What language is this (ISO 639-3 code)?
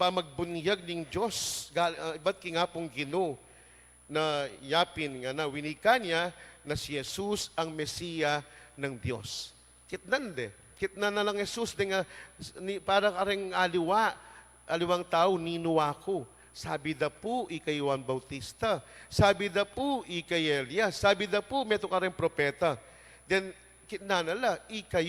pam